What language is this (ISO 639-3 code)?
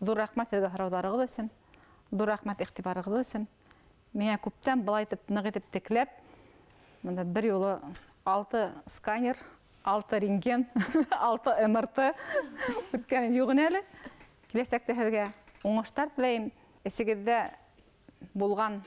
bak